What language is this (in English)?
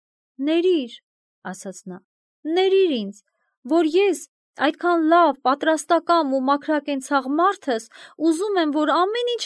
Armenian